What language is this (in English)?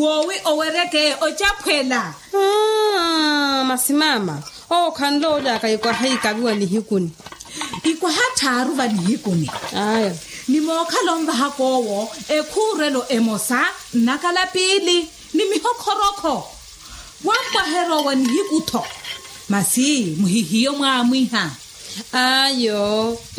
Makhuwa